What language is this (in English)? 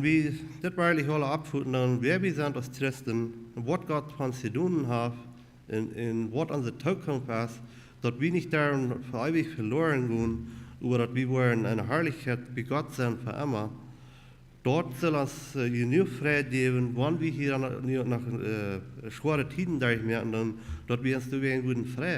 Plautdietsch